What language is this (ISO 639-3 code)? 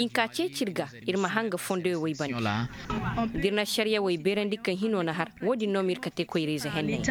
dje